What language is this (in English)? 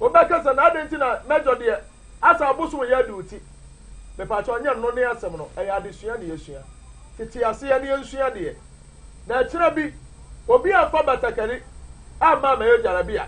Akan